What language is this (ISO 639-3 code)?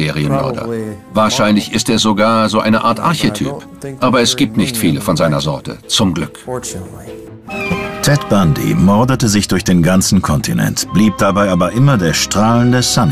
deu